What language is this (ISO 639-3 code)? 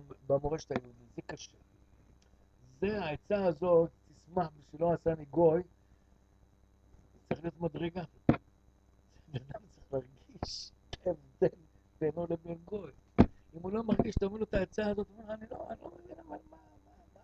heb